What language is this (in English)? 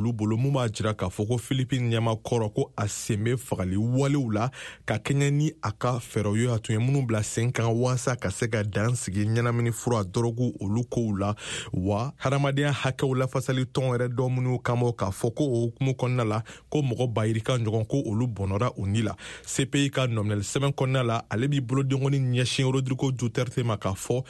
Bambara